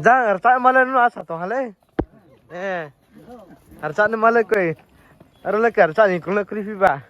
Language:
Riang (India)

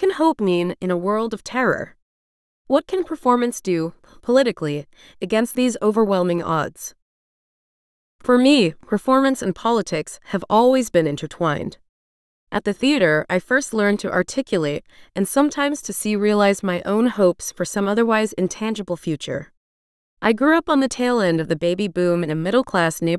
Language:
English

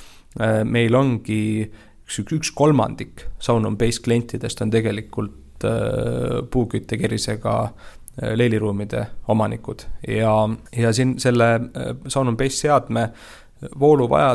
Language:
Estonian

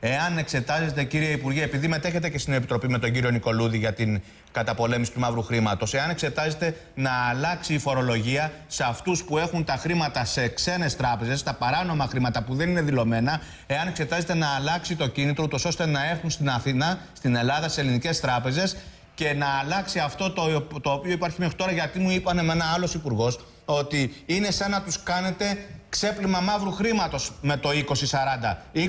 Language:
Greek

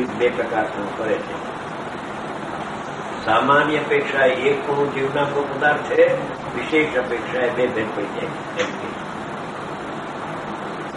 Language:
Gujarati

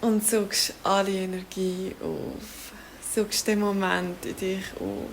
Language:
Swiss German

